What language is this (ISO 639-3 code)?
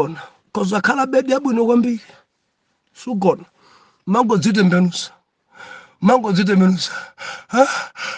nya